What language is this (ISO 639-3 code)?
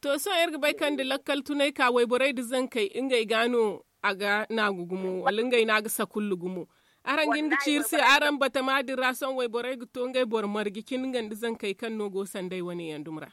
dje